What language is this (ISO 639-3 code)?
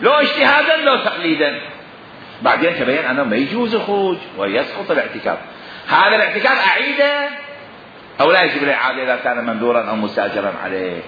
acm